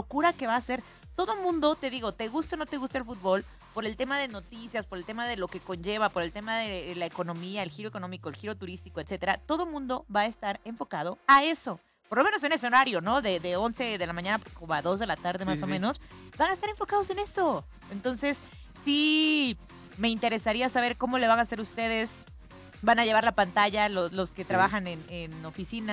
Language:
Spanish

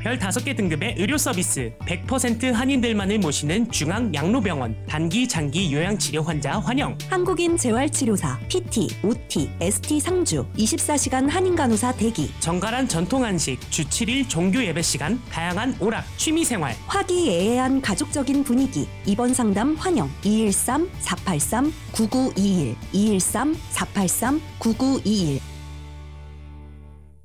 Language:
Korean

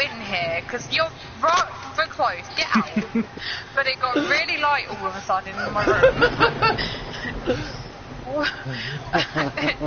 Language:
English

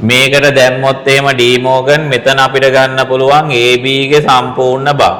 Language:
Sinhala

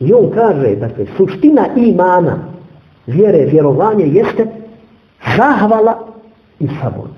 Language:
Bosnian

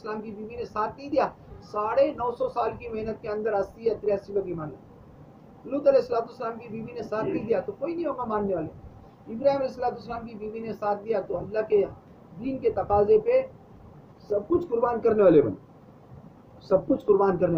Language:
Urdu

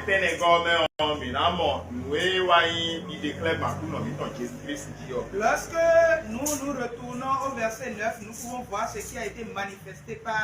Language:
Fon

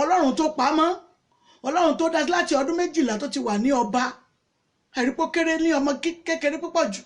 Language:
Yoruba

